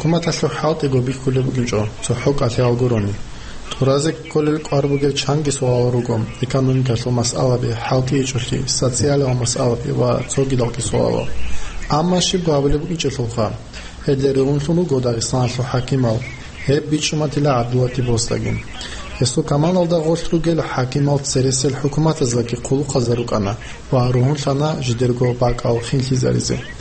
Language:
Avaric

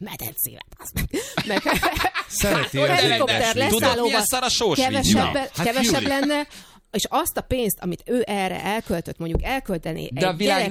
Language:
Hungarian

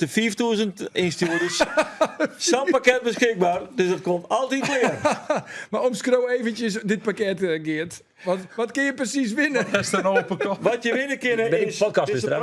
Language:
Western Frisian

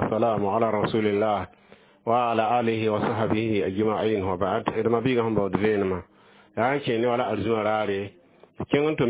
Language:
Mossi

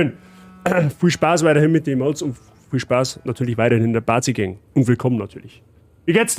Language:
Bavarian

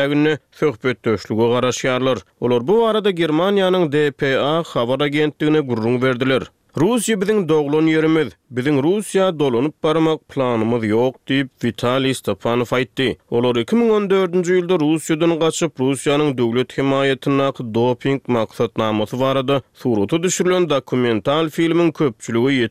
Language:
Turkmen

